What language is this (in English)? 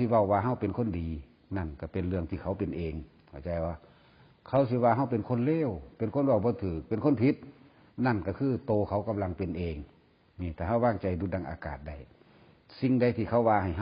Northeastern Thai